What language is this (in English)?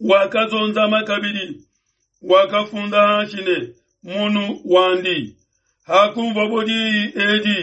Luba-Lulua